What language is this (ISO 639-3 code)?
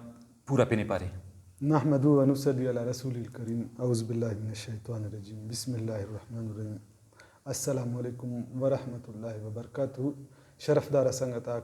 brh